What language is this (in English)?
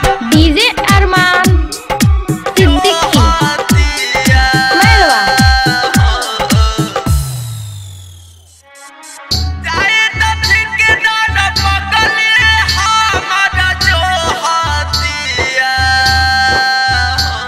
Bhojpuri